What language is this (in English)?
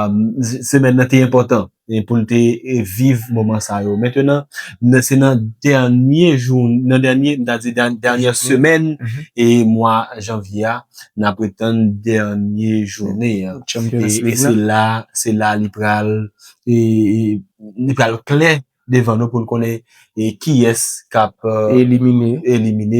Haitian Creole